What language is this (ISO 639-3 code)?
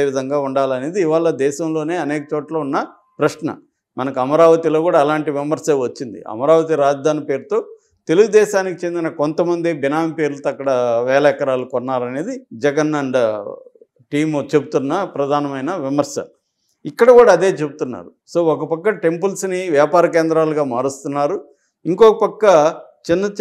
tel